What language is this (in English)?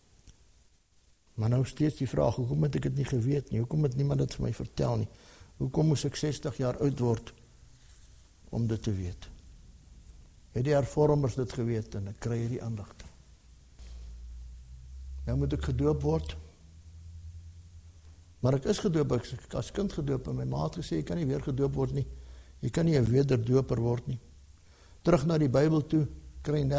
Afrikaans